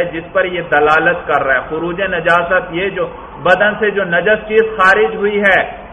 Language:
Urdu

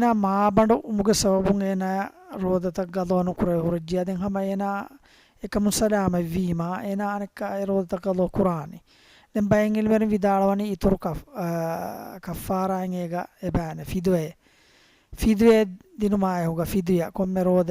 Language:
Divehi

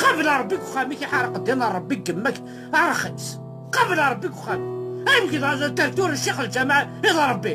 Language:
Kabyle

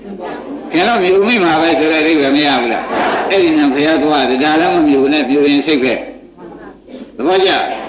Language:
Burmese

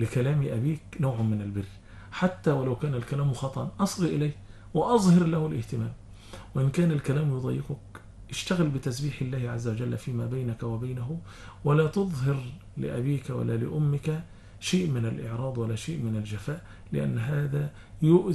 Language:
Arabic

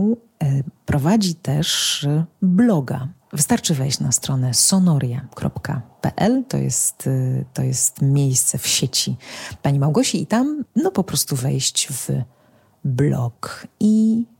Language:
Polish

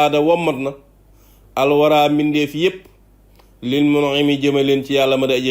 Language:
Wolof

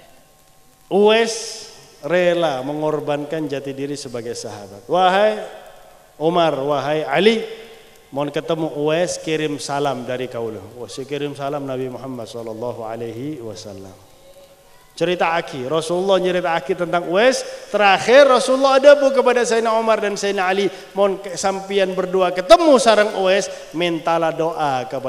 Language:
Indonesian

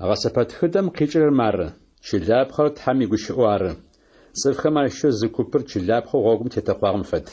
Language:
Adyghe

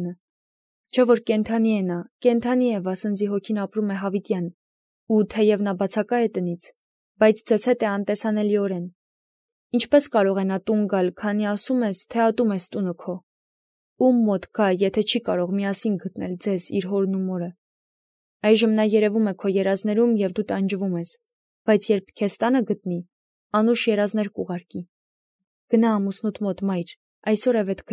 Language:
Armenian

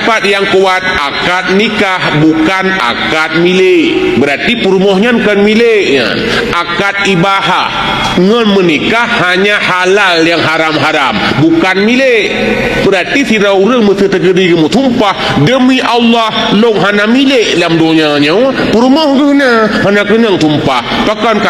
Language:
Achinese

